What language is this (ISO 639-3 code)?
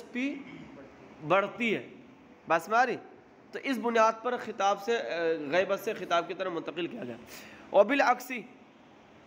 urd